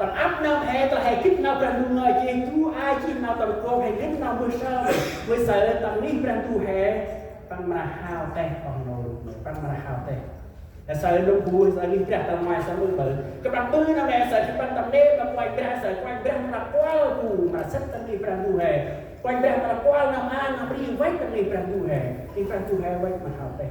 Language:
Central Mnong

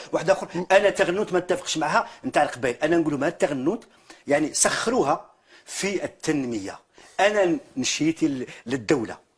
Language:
Algerian Arabic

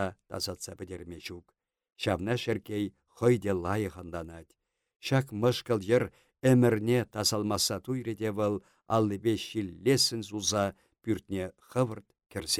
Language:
Chuvash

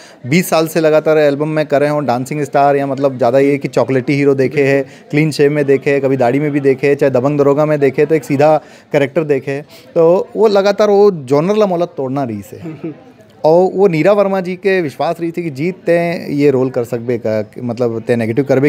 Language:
Chhattisgarhi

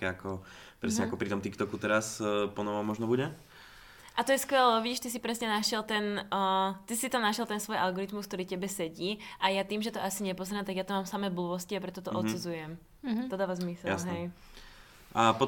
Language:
Slovak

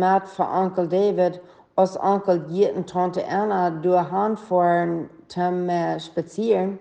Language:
Plautdietsch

